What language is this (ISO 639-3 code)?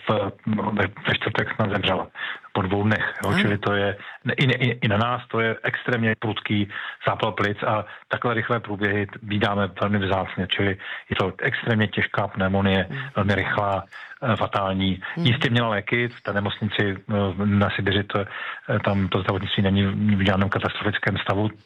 ces